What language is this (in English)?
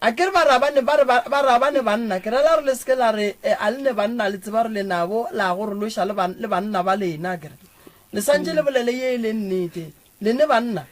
Northern Sotho